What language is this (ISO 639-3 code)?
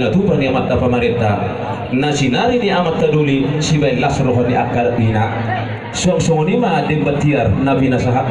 bbc